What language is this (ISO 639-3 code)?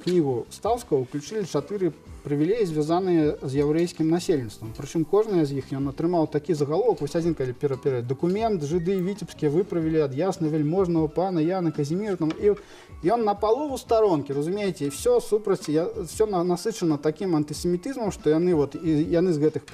bel